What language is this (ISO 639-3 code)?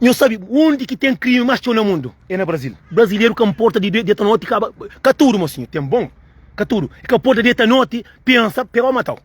kea